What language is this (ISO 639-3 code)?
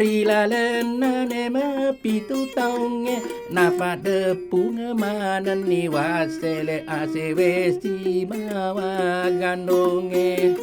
bug